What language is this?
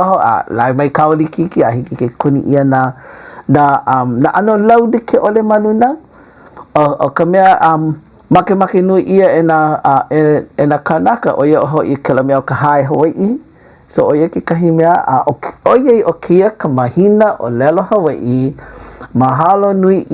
Hawaiian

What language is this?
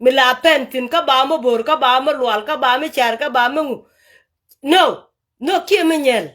Nuer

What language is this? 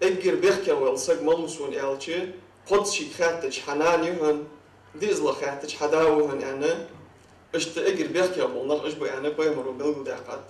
Ingush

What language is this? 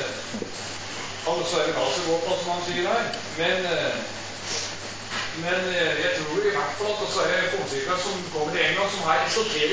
Norwegian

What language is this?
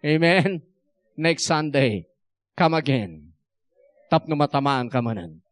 Iloko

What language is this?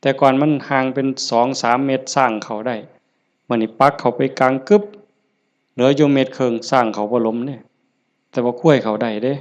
Lao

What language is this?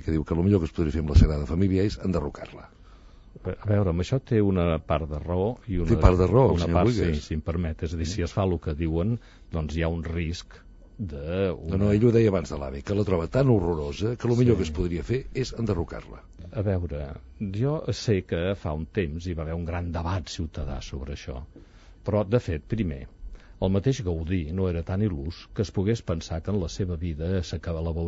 Catalan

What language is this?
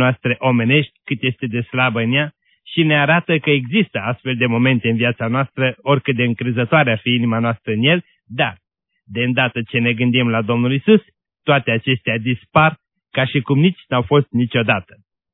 Romanian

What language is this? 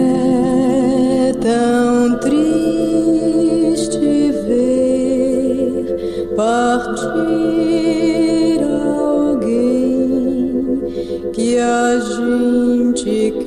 Portuguese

